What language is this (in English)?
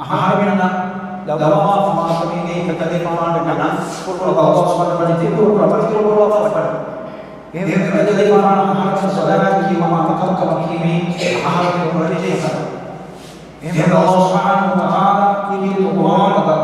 Divehi